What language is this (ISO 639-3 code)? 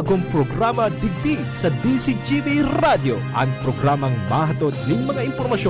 bik